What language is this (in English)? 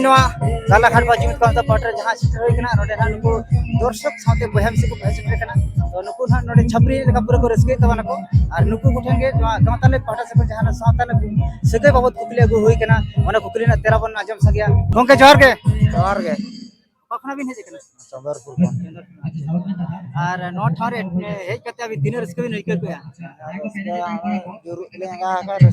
Santali